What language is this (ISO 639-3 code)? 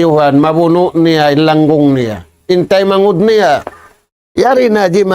tsg